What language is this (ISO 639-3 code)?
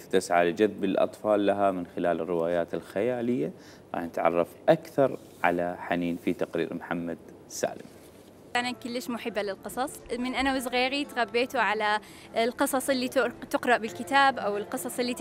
acm